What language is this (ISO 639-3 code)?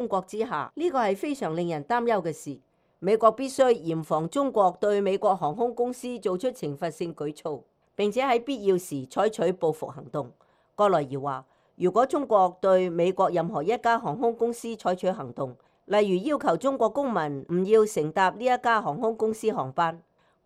yue